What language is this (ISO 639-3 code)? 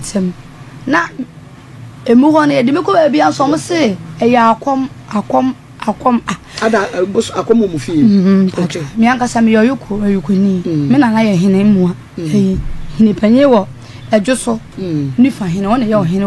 aka